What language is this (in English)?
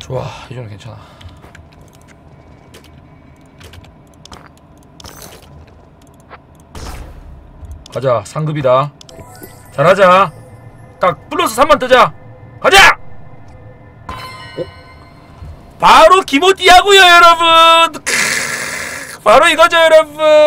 Korean